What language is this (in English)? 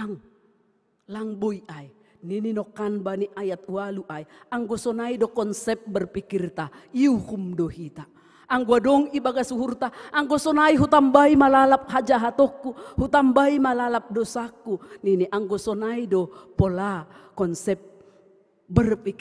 Batak Simalungun